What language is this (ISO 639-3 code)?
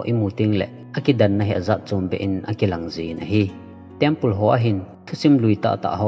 tcz